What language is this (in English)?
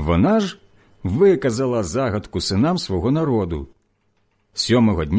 Ukrainian